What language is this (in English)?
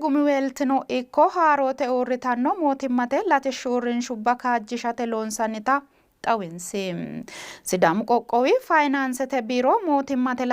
Sidamo